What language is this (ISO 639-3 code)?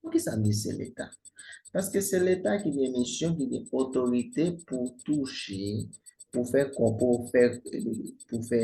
hat